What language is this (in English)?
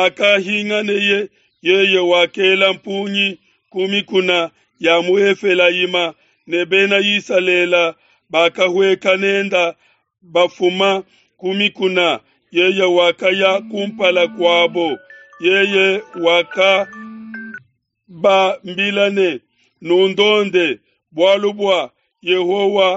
Luba-Lulua